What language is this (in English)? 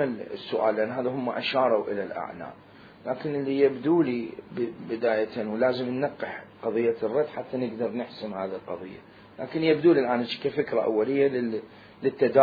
Mesopotamian Arabic